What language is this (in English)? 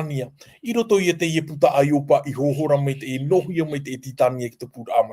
Tahitian